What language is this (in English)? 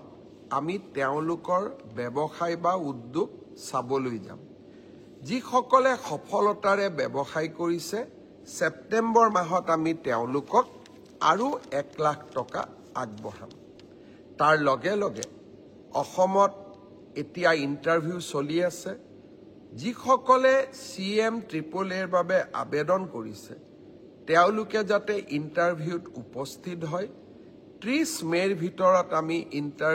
Assamese